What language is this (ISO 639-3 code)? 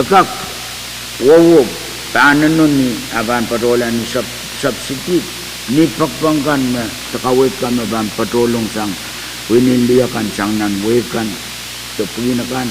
pon